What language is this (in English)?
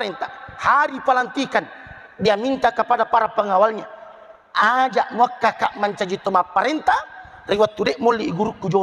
Buginese